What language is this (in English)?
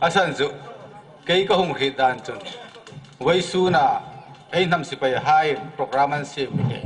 Hmar